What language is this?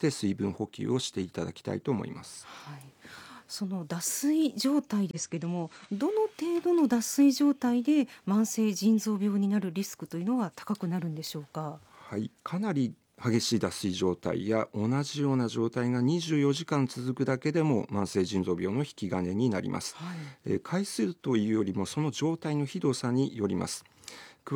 Japanese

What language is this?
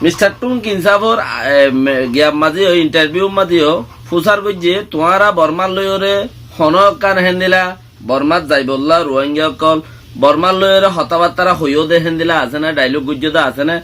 Rohingya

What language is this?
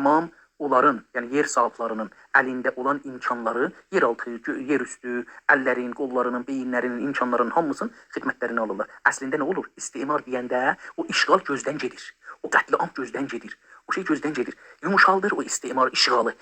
South Azerbaijani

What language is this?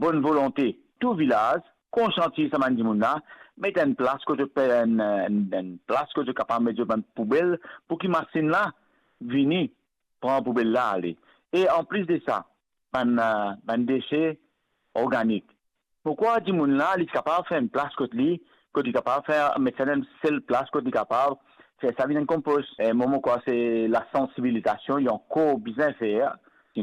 Morisyen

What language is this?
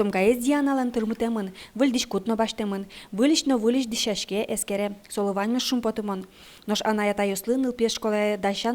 Udmurt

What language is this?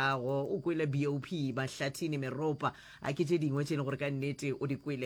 Northern Sotho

